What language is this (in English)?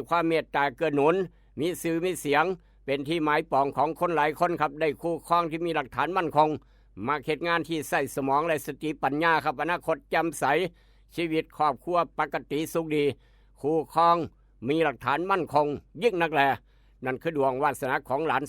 Northeastern Thai